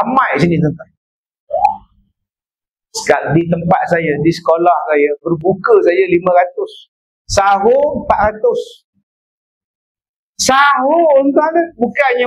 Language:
Malay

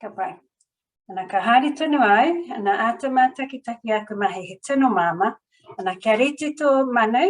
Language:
Māori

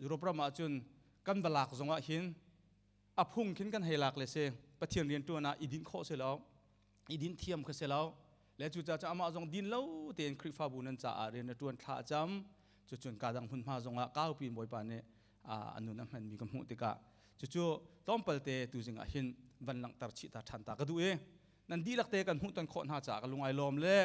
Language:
Hakha Chin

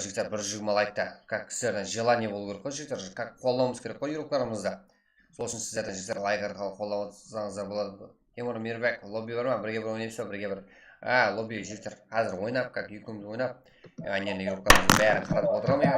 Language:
Kara-Kalpak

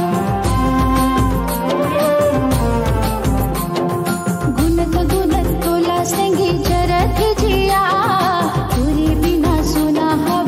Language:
Chhattisgarhi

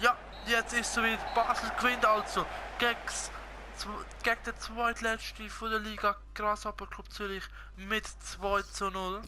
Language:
Swiss German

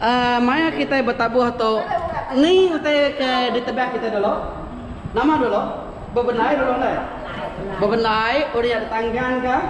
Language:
Iban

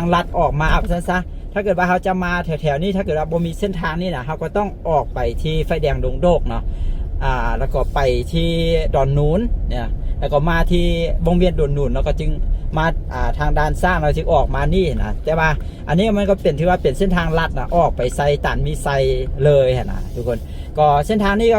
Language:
Lao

